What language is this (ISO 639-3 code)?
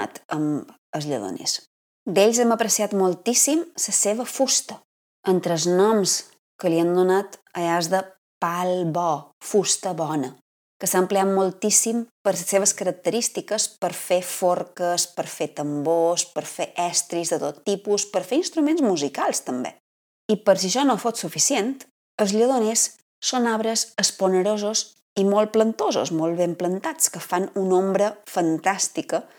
cat